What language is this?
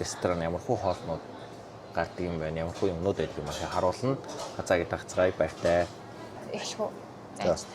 Mongolian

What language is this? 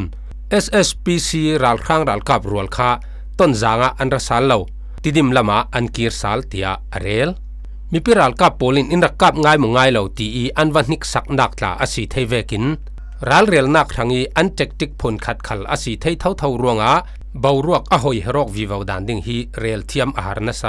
Falam Chin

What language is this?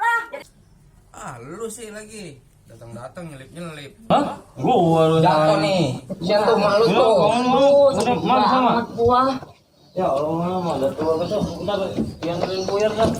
Betawi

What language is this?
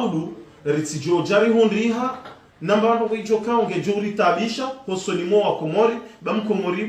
Ngazidja Comorian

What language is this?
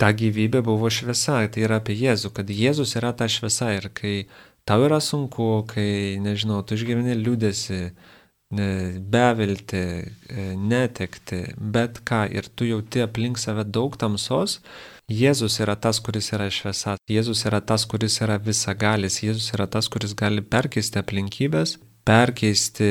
Lithuanian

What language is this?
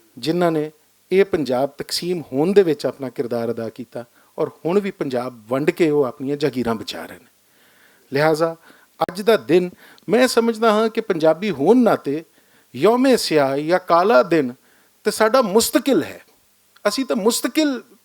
Western Panjabi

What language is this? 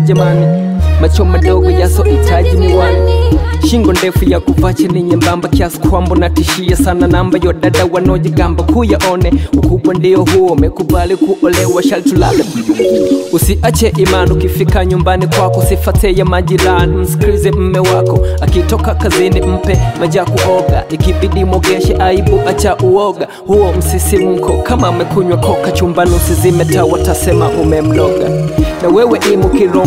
Swahili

